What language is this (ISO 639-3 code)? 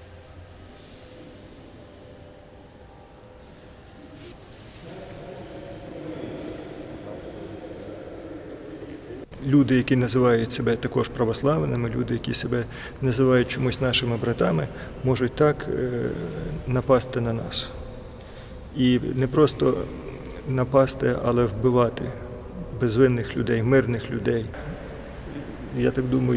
ukr